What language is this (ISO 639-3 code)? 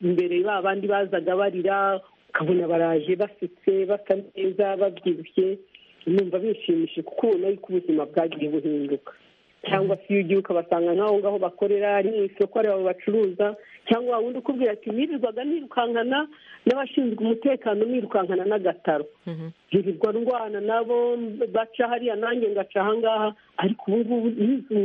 kin